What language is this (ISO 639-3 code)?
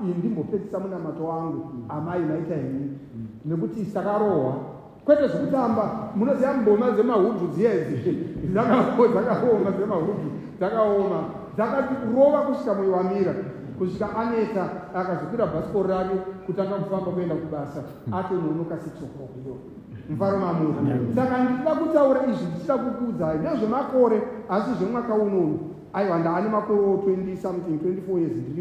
sna